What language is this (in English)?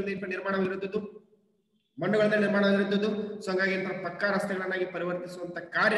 Kannada